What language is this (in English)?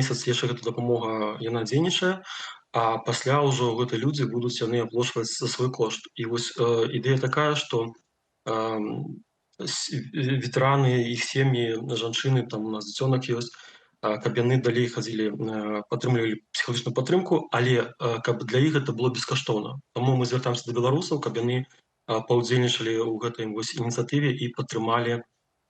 Belarusian